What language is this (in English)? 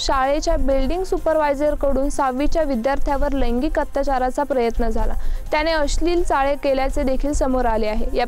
Marathi